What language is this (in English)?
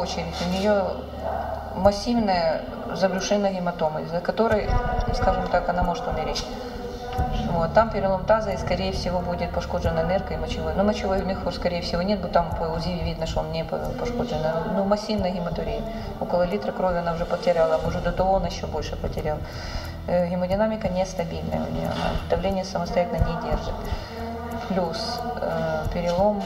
Ukrainian